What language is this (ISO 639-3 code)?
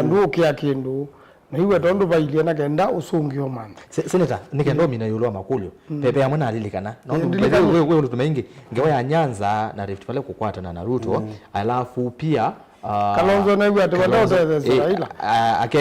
kam